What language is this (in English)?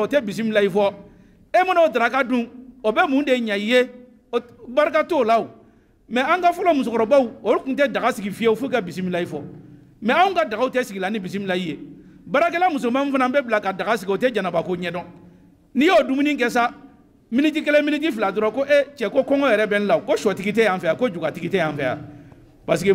Bambara